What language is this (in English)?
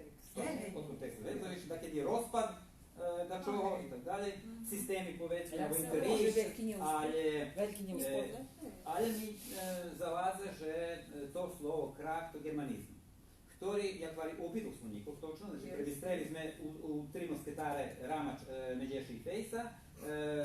Rusyn